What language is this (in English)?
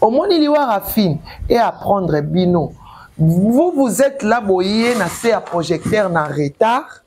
Lingala